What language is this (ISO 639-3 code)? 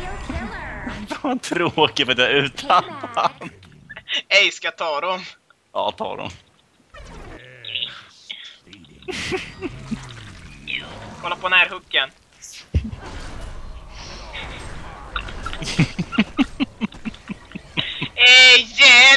swe